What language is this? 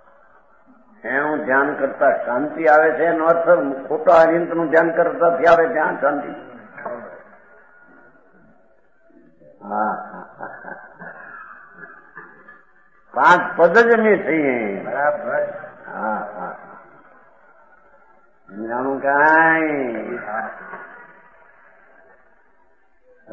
Gujarati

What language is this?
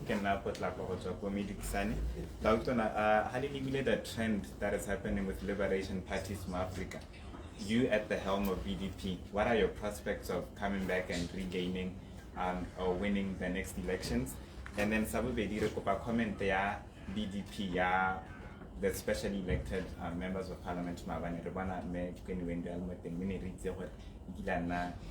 Tswana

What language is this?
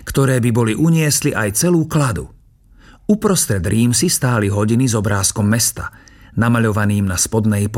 Slovak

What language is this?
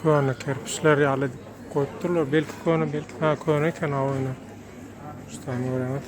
Turkmen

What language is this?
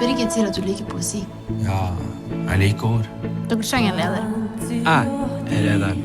Kurdish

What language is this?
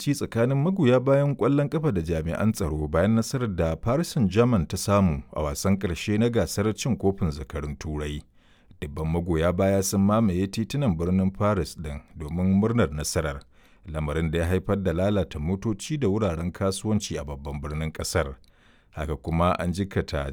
Hausa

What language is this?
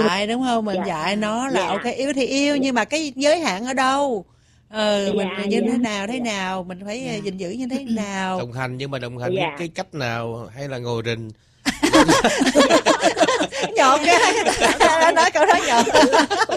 Vietnamese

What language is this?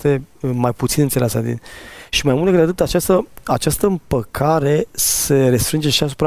Romanian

